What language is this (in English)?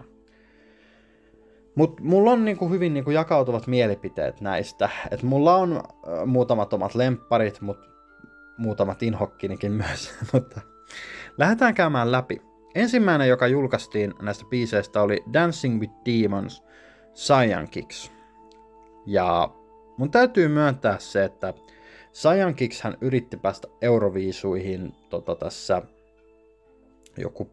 Finnish